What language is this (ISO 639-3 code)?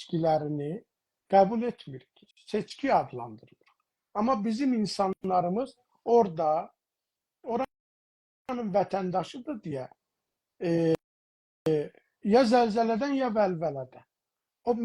azb